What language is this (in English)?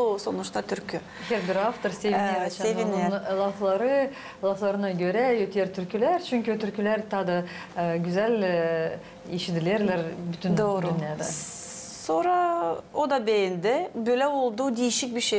Gagauz